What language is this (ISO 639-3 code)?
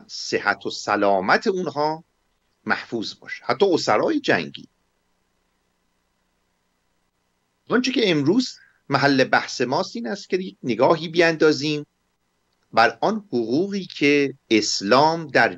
fas